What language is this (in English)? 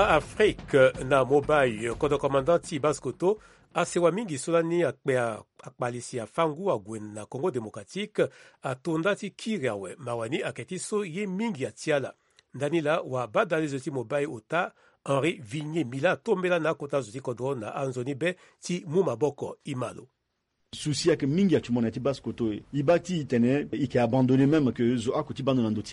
Sango